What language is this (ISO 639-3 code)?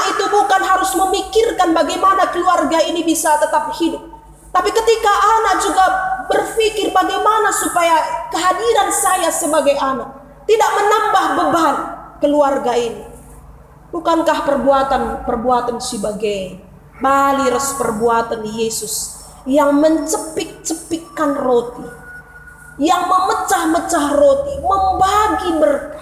btx